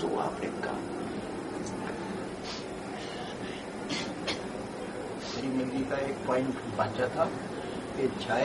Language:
Gujarati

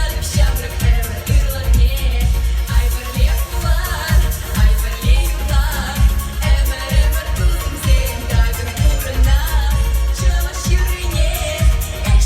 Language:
Chuvash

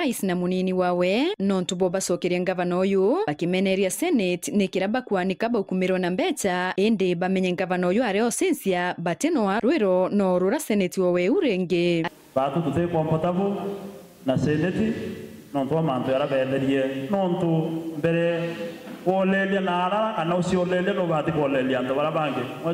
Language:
Meru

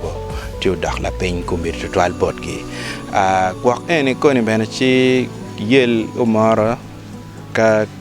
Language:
Acoli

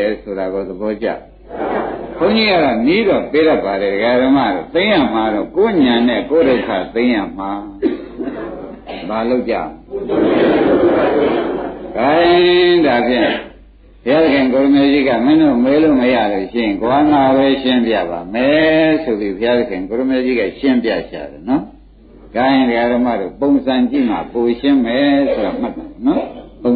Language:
Burmese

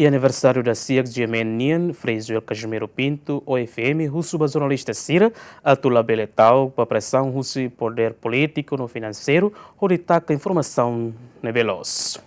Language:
Tetum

